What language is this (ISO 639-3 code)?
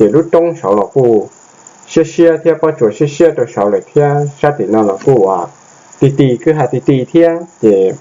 hmn